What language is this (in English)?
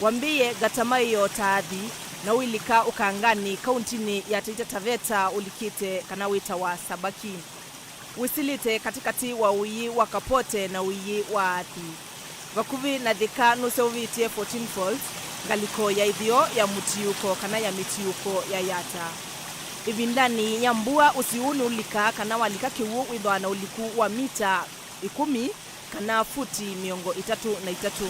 Kamba